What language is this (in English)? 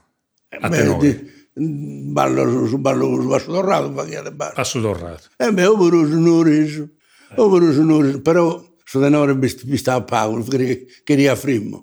Sardinian